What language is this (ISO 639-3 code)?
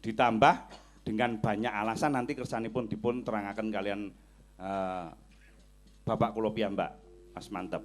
jav